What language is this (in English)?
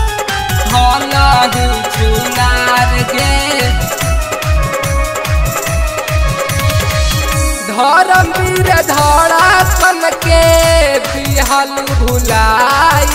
Bhojpuri